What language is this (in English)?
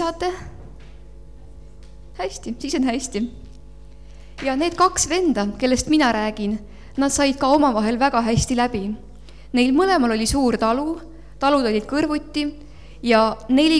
Estonian